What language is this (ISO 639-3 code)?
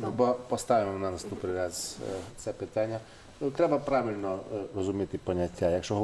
ukr